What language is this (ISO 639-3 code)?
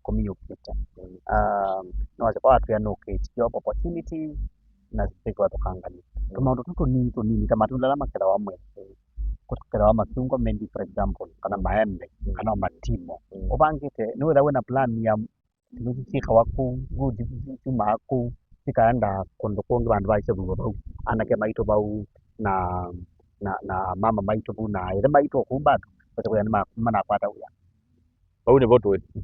kam